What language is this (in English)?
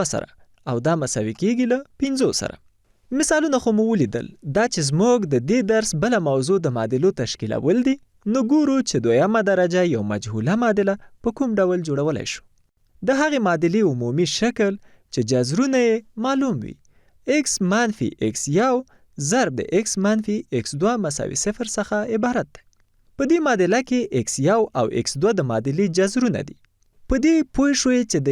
Pashto